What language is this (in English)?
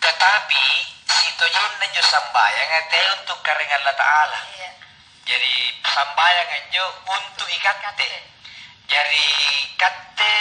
Makasar